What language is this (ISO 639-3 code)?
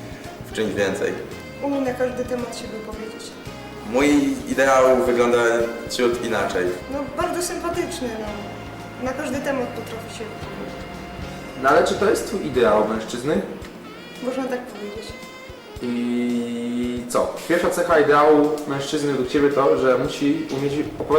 szl